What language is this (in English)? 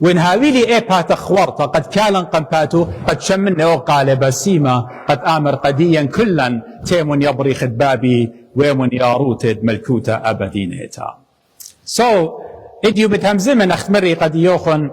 Assyrian Neo-Aramaic